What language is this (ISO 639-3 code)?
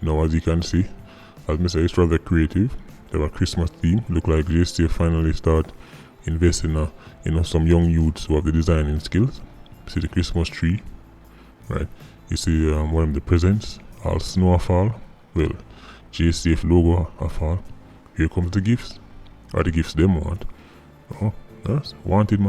jam